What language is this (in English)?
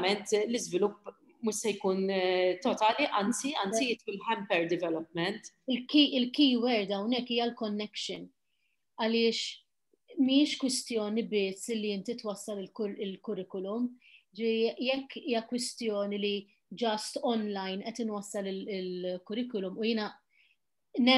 Maltese